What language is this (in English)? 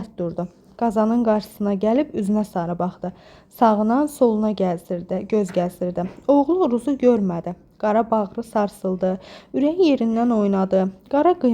Azerbaijani